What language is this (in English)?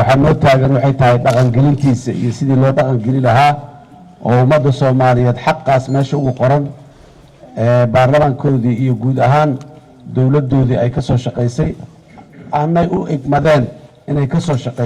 Somali